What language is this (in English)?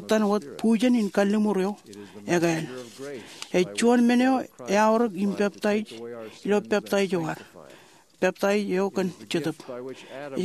Marshallese